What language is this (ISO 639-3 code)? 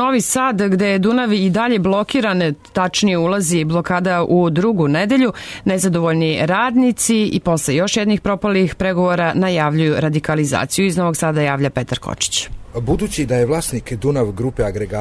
srp